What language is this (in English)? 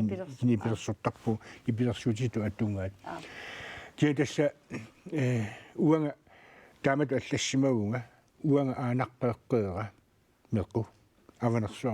Kalaallisut